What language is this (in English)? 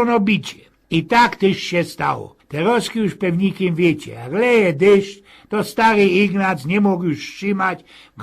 Silesian